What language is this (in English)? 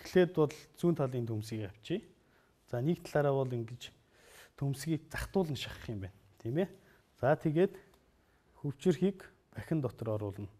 Mongolian